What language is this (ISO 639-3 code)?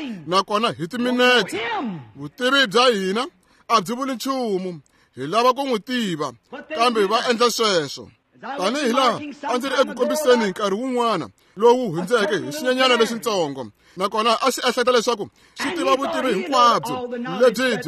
tso